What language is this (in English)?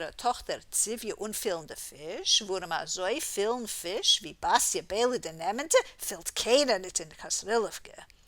Yiddish